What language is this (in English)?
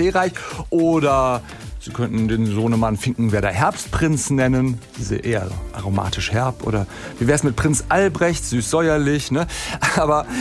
German